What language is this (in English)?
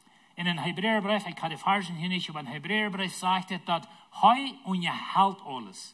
Plautdietsch